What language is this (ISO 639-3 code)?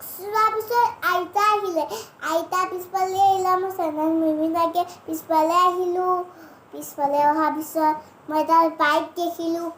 asm